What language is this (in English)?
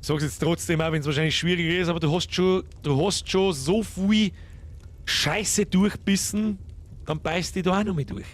Bavarian